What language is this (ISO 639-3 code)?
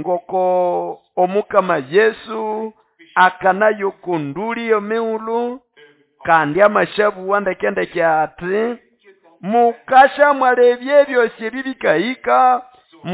nnb